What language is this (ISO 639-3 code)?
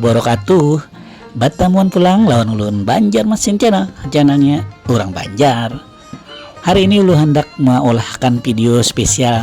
bjn